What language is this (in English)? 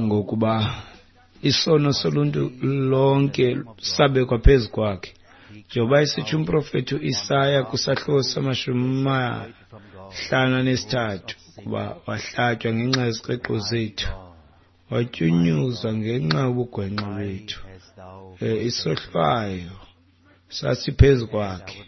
Xhosa